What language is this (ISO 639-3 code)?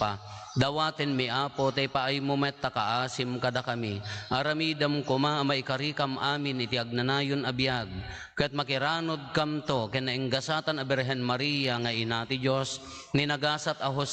ilo